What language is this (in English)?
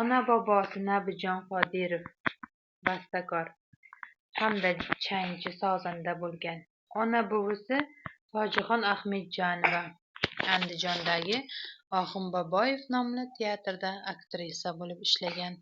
Uzbek